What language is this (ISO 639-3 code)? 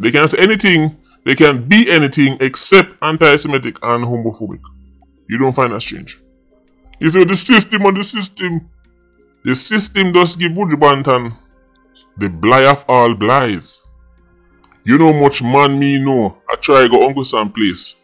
jam